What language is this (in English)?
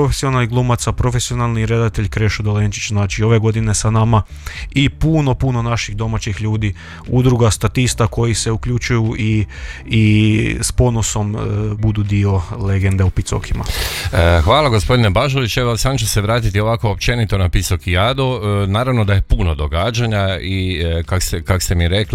Croatian